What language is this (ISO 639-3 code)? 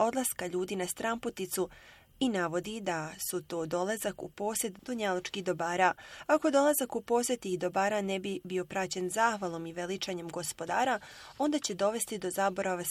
bos